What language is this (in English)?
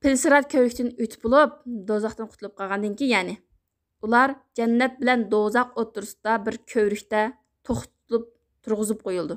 Uyghur